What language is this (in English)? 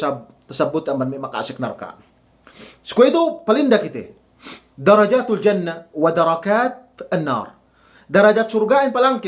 Yakan